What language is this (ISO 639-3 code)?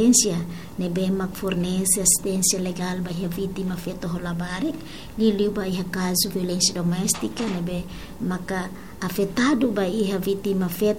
tet